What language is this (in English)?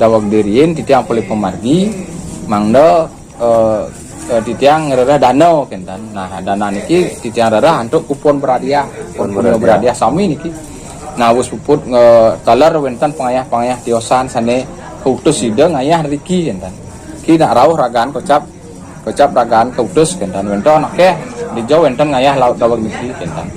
Balinese